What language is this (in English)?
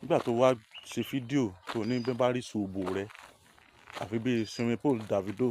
Yoruba